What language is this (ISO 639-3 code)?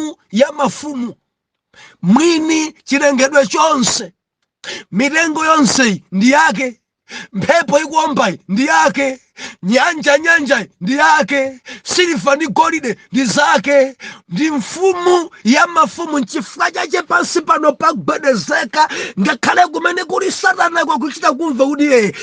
nya